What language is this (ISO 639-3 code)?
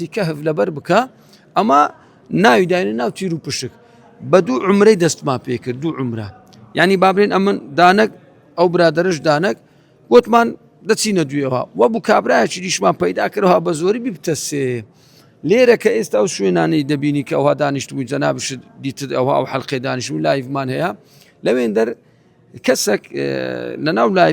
ckb